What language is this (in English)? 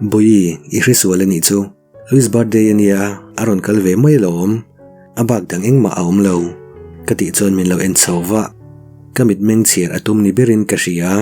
Mizo